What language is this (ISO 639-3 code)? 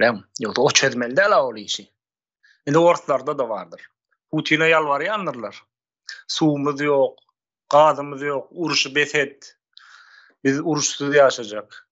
tuk